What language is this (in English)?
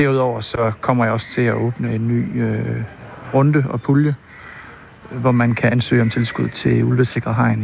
Danish